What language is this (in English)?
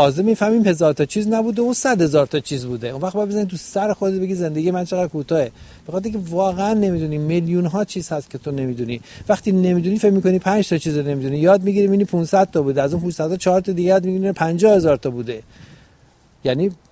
Persian